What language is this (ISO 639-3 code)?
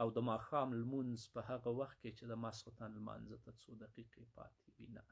pus